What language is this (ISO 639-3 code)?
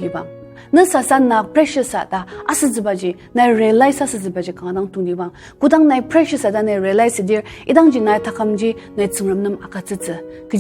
njo